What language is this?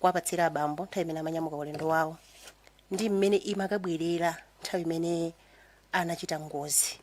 Nyanja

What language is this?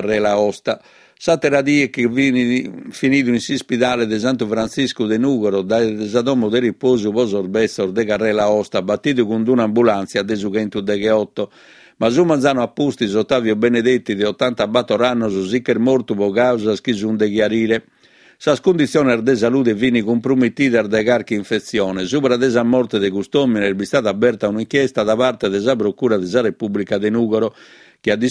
Sardinian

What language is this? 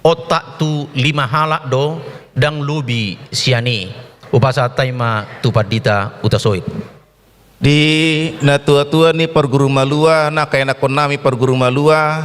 Batak Toba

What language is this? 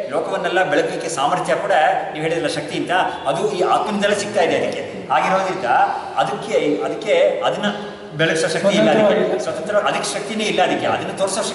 Kannada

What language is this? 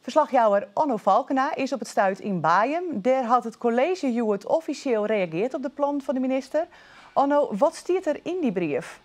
Western Frisian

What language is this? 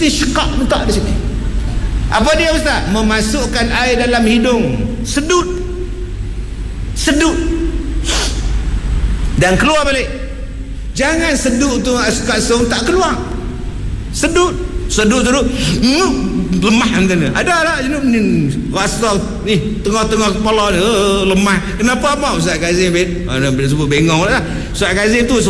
Malay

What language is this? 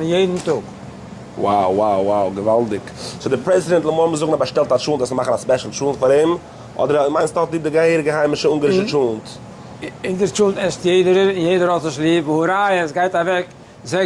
Yiddish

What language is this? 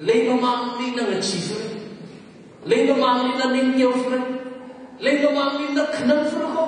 Tangkhul Naga (India)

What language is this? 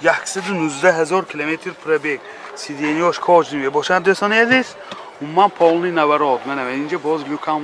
Tajik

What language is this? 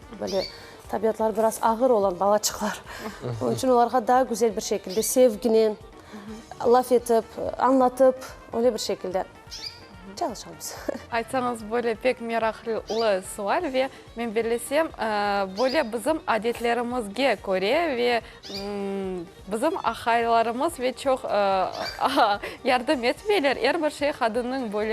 Crimean Tatar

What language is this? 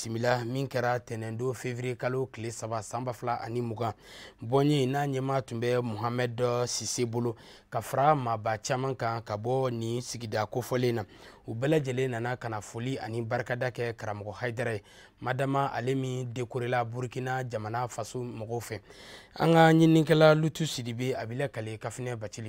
Bambara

